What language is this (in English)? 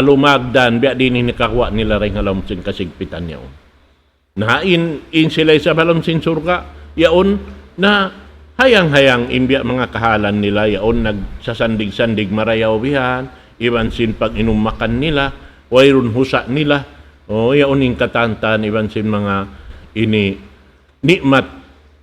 Tausug